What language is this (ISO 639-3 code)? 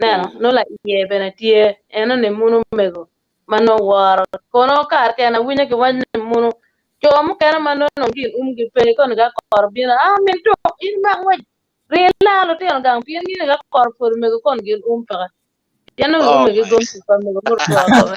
ach